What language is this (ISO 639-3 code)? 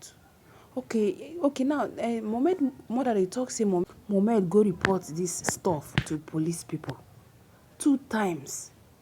pcm